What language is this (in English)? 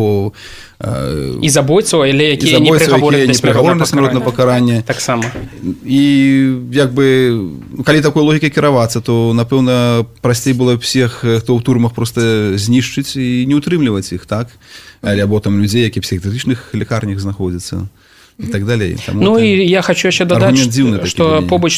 Belarusian